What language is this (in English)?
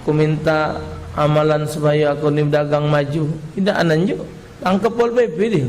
Musi